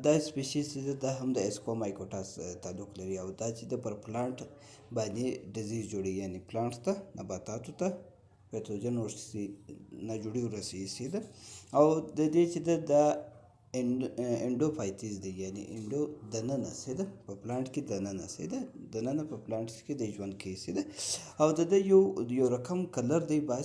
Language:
Pashto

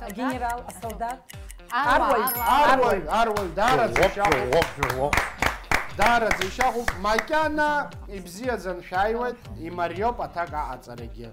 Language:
Abkhazian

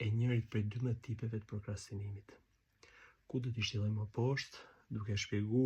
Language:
Albanian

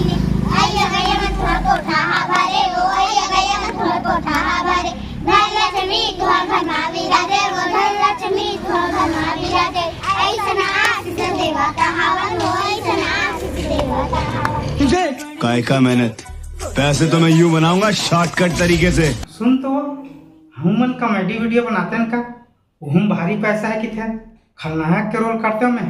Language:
Chhattisgarhi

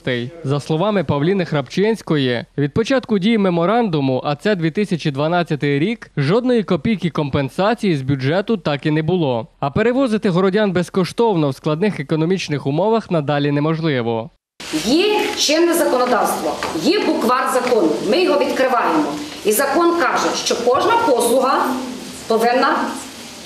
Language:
Ukrainian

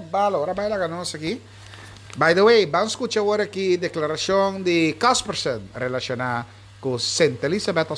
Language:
Papiamento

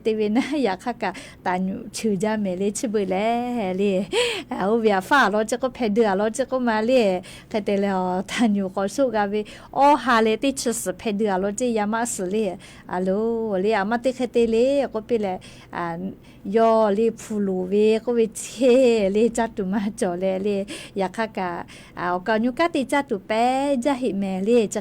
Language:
Lahu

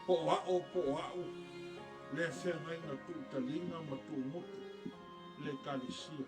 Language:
Samoan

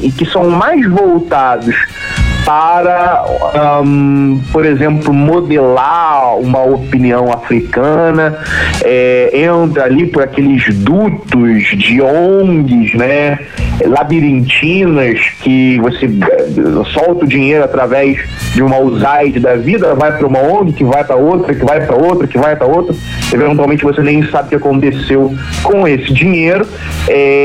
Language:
Portuguese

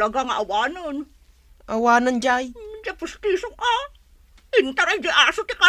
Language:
Iloko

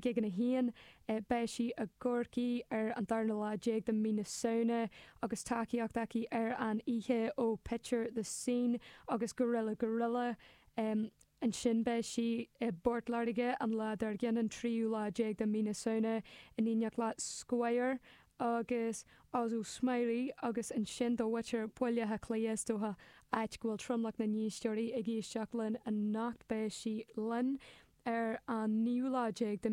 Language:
Irish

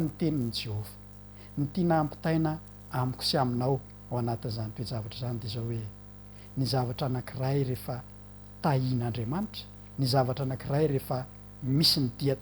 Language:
Malagasy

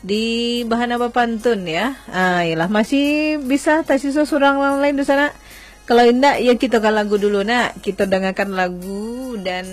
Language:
Minangkabau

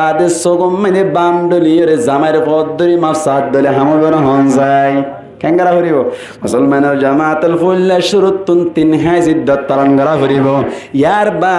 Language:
Rohingya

